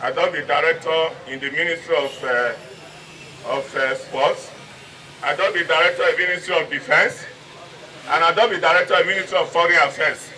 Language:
Nigerian Pidgin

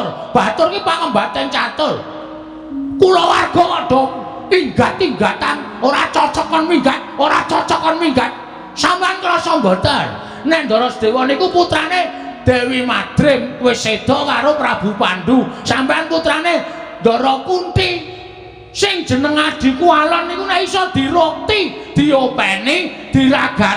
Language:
Javanese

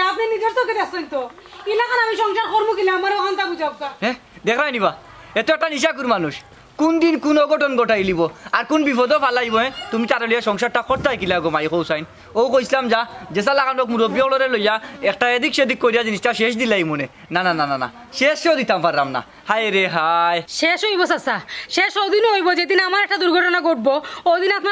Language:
Sylheti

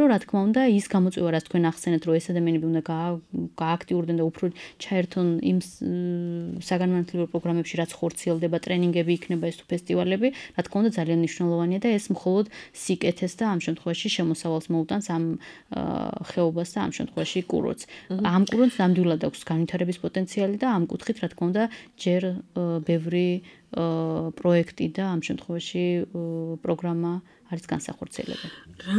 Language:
Georgian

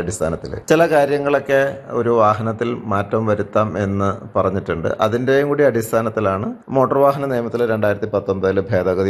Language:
Malayalam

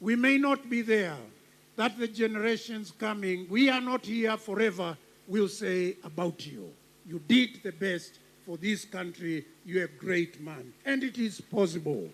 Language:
Kamba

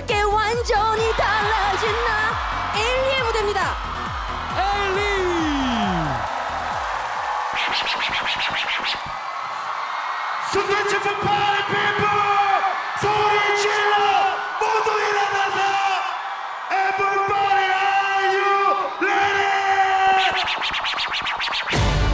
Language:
Korean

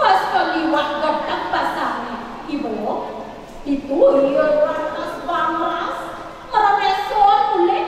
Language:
Balinese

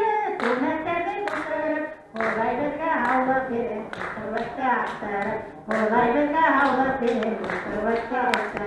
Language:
Bashkir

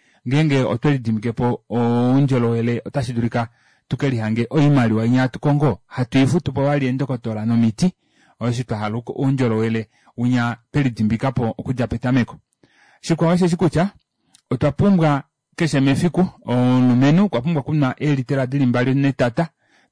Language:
Kuanyama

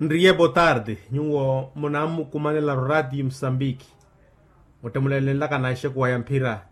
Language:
Makhuwa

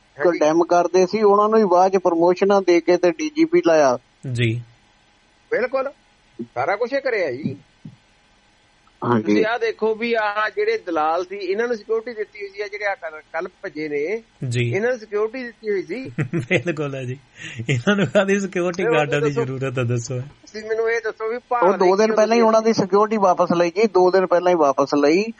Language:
Punjabi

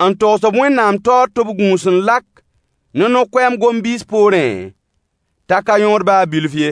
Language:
Mossi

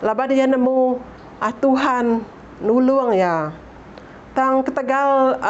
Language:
Iban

